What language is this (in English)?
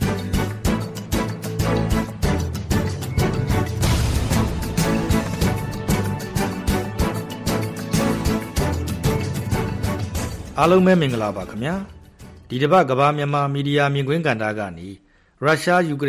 Burmese